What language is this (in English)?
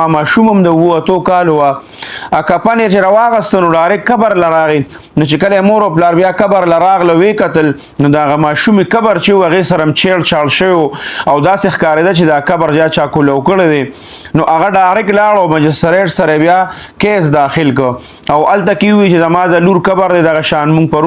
Pashto